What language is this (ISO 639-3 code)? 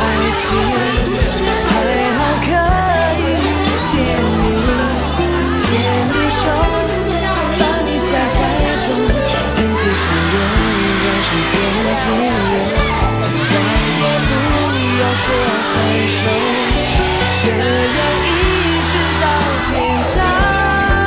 zho